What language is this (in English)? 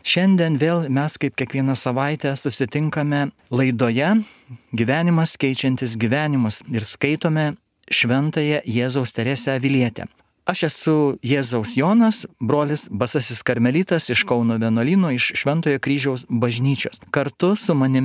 Lithuanian